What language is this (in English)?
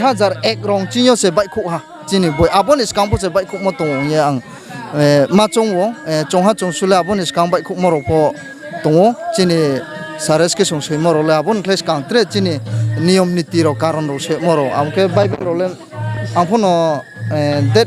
Riang (India)